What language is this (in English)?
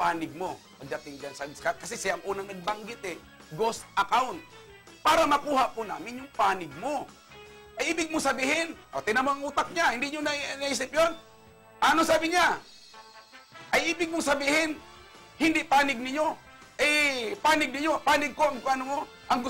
Filipino